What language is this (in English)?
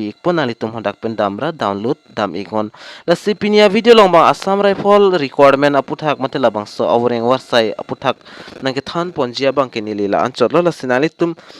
Karbi